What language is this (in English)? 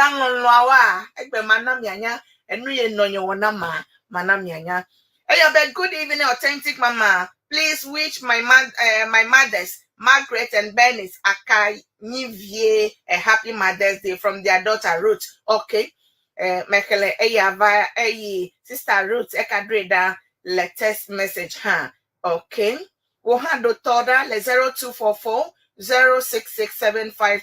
Ewe